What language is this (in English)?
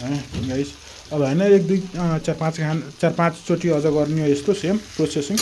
Nepali